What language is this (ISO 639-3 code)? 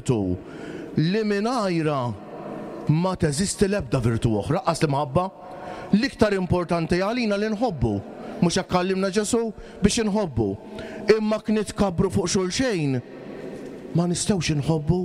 mlt